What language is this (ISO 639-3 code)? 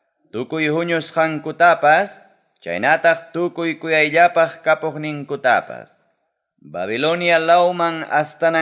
quy